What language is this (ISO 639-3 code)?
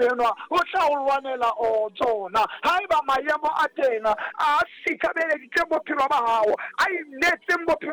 sot